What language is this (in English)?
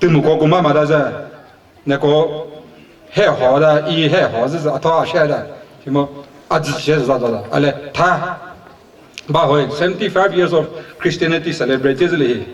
Chokri Naga